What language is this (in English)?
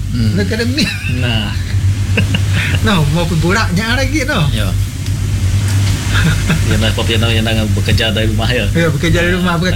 Malay